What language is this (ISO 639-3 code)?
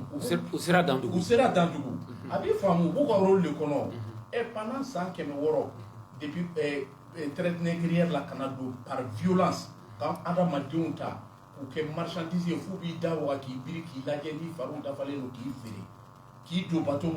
bam